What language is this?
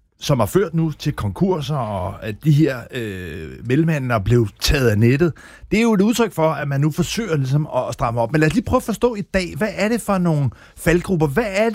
Danish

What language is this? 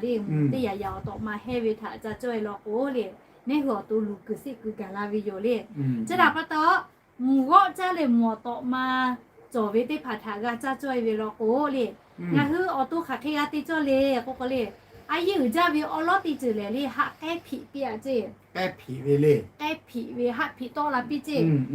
Lahu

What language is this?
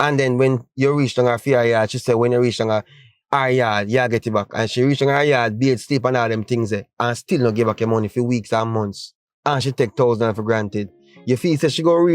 Jamaican Creole English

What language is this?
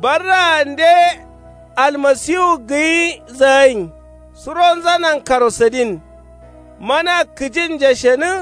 Kanuri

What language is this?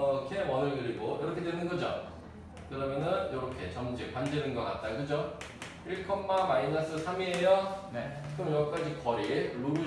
Korean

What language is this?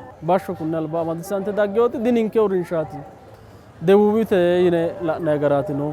Sidamo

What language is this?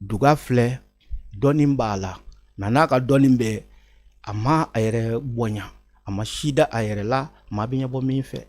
Bambara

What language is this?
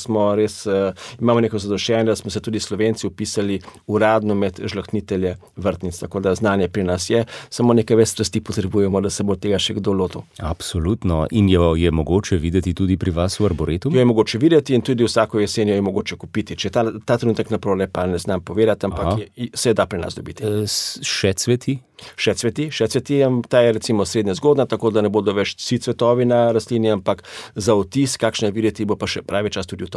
Slovenian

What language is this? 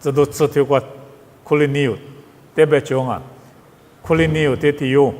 Lisu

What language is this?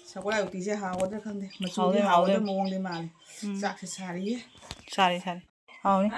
Manipuri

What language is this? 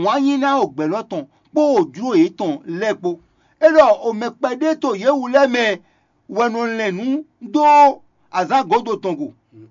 Fon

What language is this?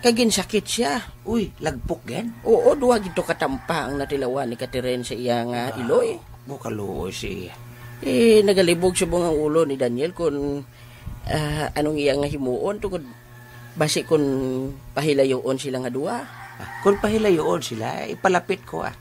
Hiligaynon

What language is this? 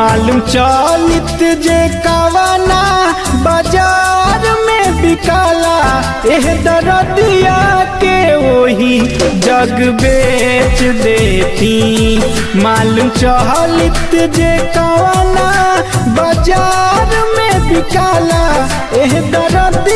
Bhojpuri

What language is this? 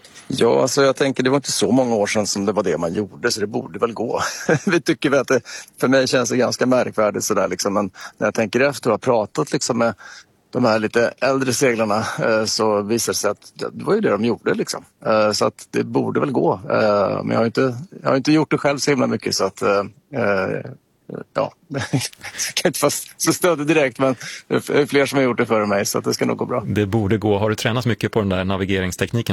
Swedish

